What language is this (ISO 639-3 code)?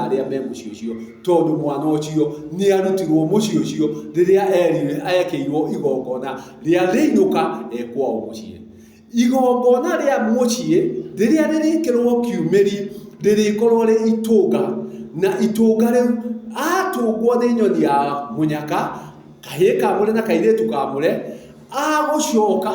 kik